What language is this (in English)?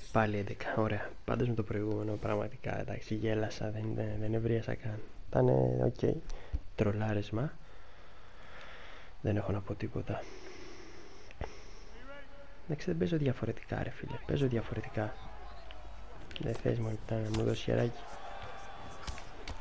Greek